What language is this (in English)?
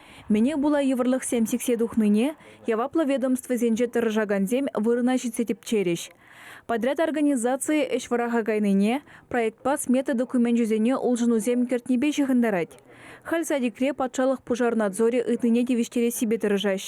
Chuvash